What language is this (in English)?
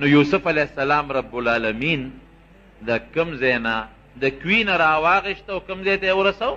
Pashto